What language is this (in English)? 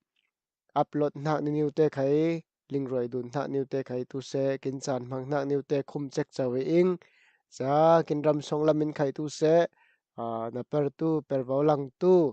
Falam Chin